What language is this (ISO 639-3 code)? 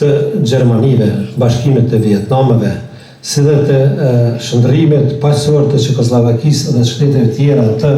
sqi